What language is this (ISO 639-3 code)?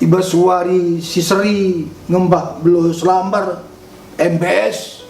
btx